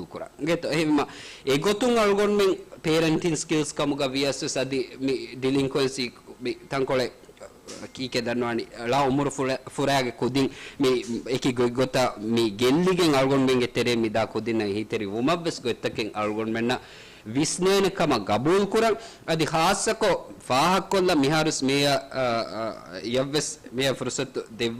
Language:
Divehi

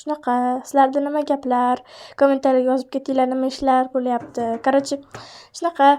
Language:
Uzbek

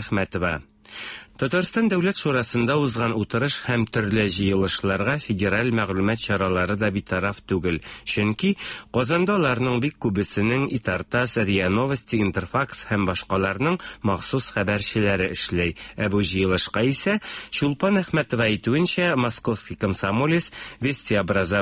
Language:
Tatar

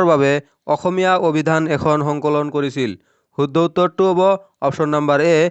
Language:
Assamese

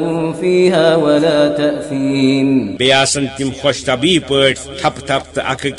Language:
Kashmiri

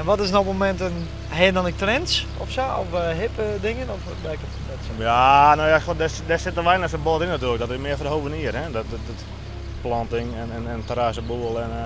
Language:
Western Frisian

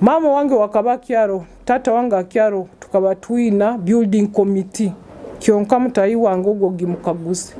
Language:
Nyoro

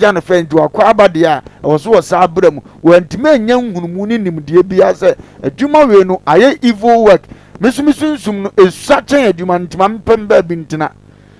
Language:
Akan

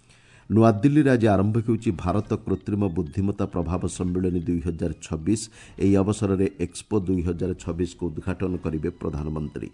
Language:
Odia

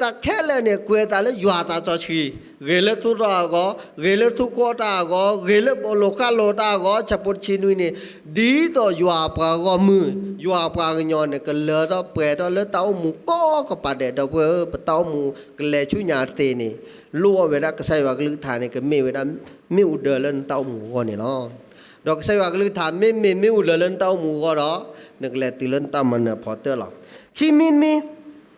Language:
S'gaw Karen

